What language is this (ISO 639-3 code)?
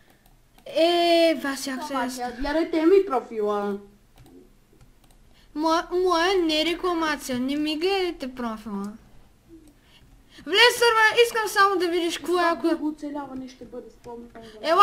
bul